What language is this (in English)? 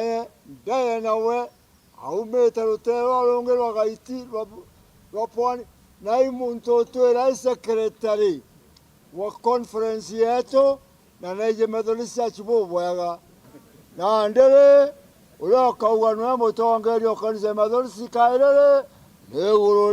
Meru